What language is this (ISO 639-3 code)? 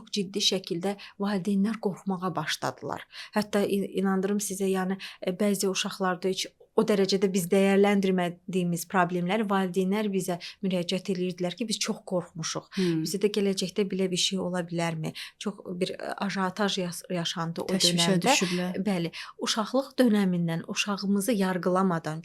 aze